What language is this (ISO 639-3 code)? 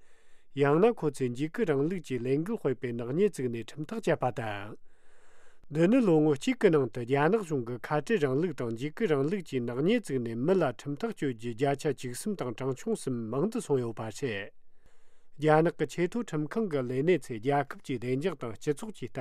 lav